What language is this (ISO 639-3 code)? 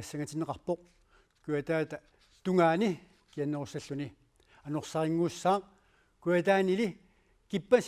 kal